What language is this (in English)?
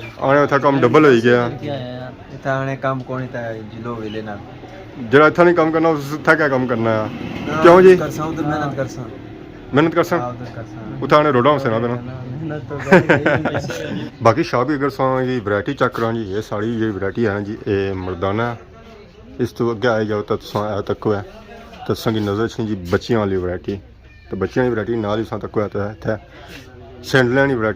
Pahari-Potwari